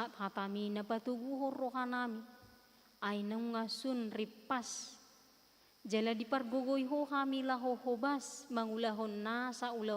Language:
Batak Toba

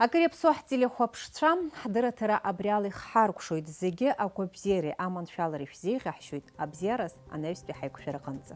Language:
Abkhazian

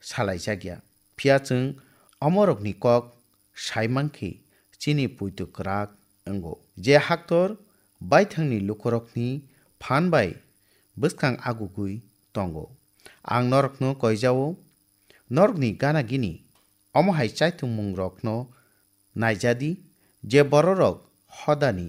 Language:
Kok Borok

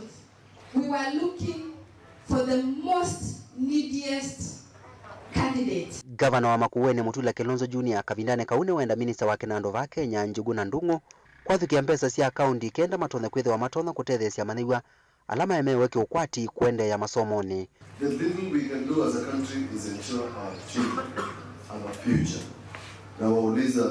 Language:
Kamba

